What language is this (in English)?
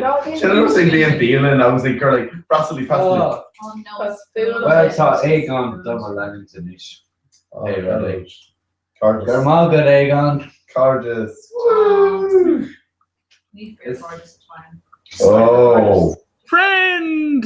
Irish